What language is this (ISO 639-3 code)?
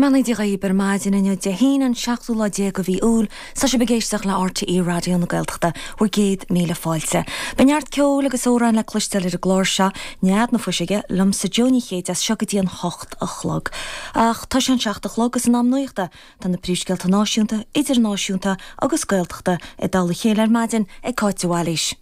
gle